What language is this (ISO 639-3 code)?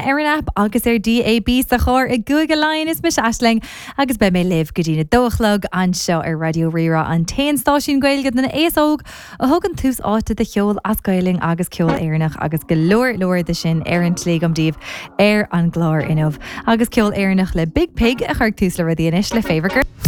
gle